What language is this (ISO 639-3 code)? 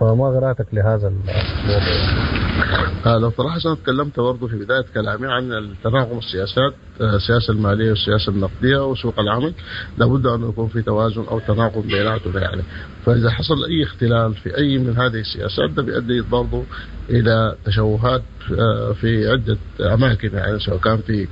apd